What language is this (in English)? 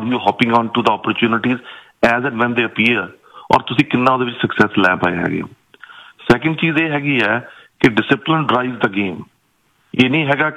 Punjabi